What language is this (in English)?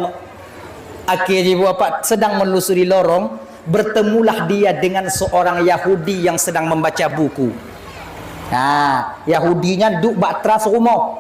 Achinese